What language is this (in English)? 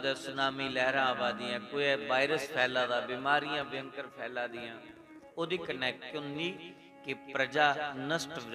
Dogri